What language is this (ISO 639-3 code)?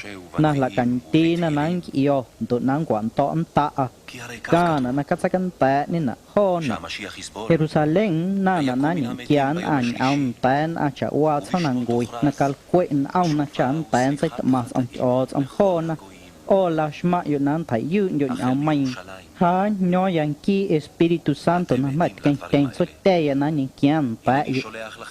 amu